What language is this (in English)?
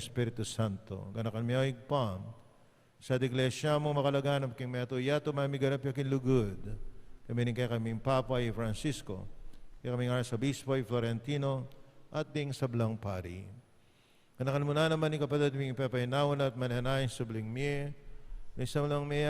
Pampanga